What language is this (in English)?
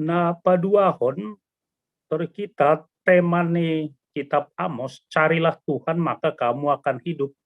Batak Simalungun